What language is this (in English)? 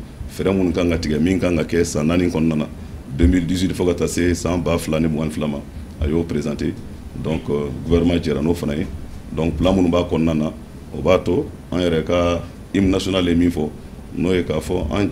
Bambara